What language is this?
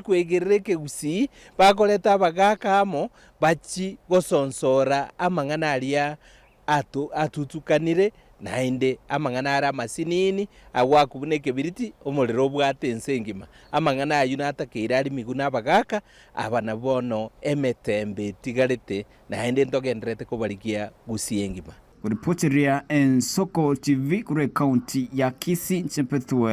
Gusii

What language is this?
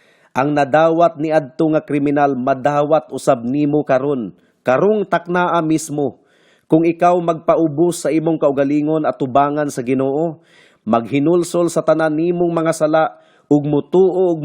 Cebuano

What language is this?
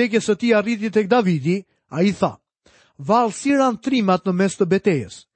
Albanian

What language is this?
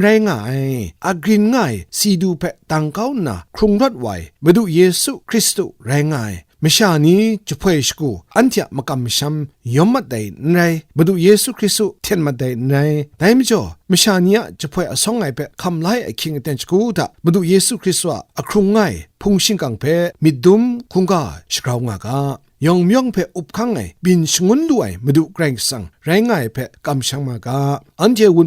Kachin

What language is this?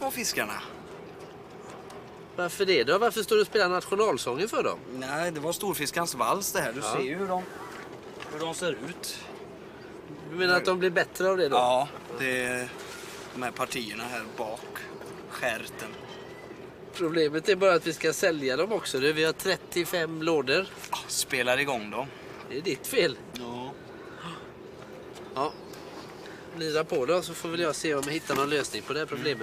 Swedish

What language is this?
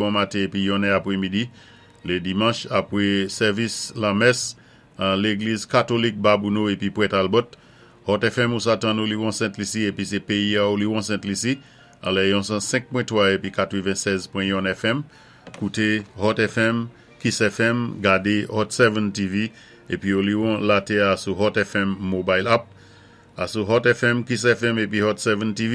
Saint Lucian Creole French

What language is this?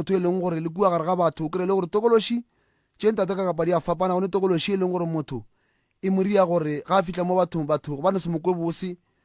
Northern Sotho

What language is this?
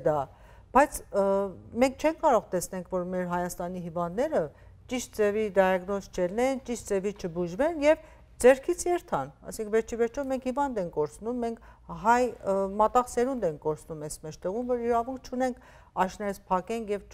Western Armenian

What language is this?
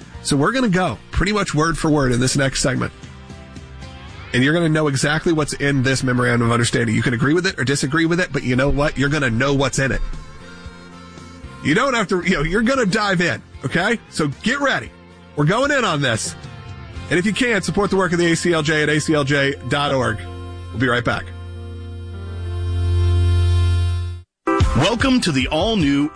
English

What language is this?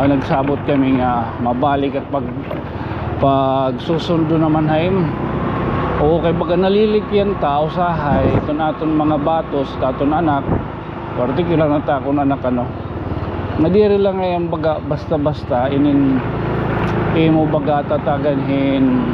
Waray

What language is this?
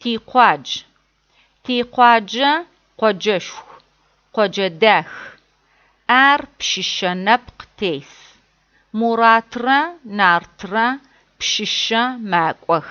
Adyghe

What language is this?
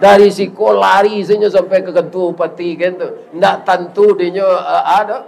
Minangkabau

